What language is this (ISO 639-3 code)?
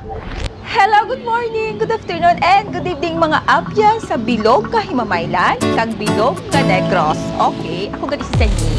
hil